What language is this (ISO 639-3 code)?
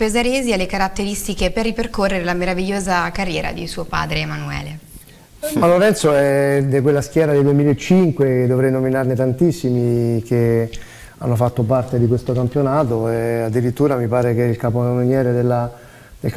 ita